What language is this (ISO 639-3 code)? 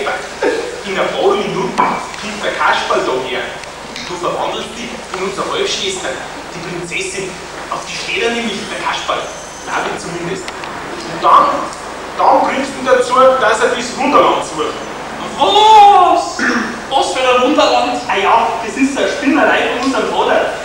bar